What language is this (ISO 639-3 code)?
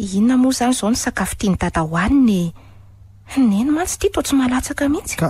mlg